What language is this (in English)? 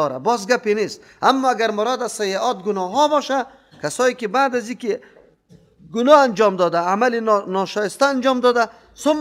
Persian